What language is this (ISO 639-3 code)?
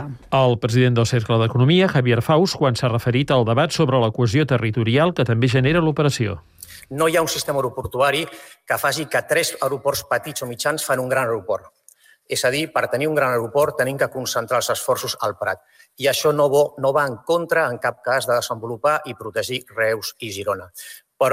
cat